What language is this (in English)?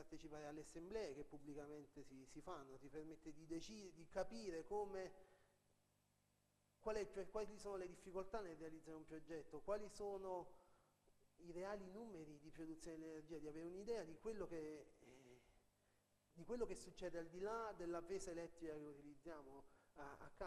Italian